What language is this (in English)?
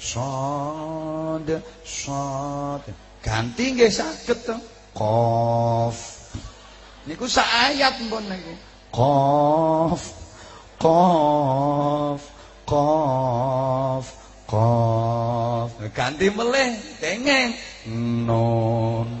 Javanese